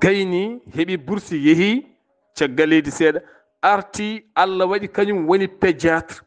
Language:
Fula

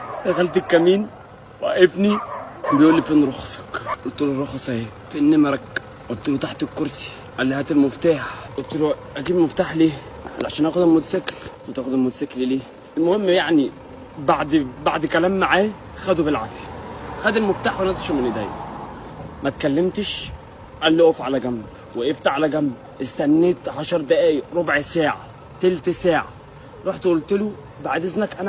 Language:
Egyptian Arabic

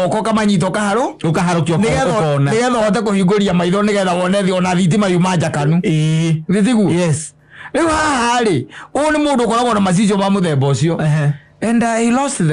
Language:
Kikuyu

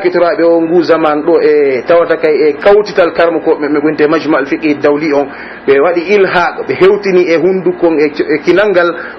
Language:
Pular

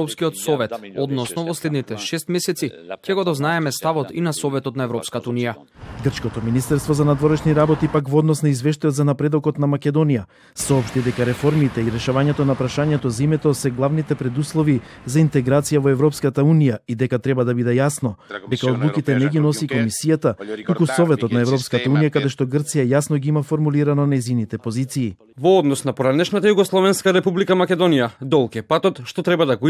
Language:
Macedonian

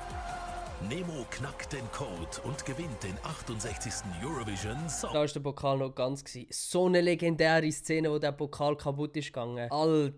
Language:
Swiss German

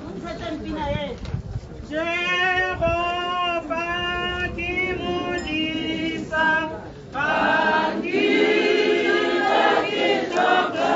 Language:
Tswana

